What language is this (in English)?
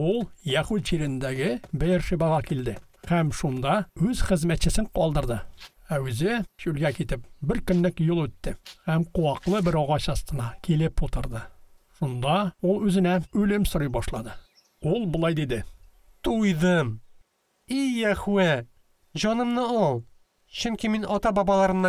Tatar